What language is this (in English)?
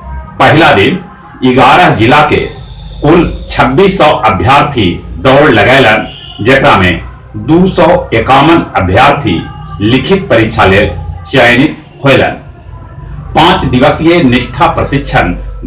Magahi